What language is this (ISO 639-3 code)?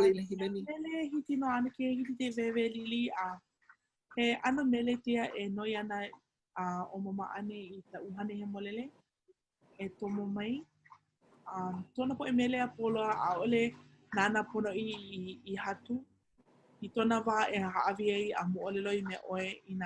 haw